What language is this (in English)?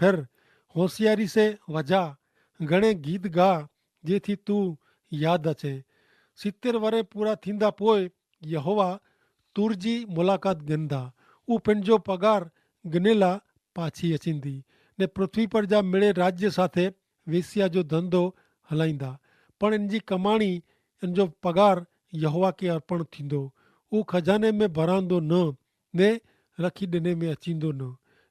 Kachhi